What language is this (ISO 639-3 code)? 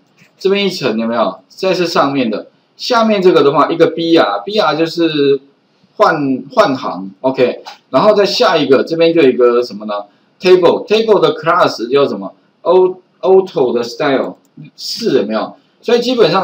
zho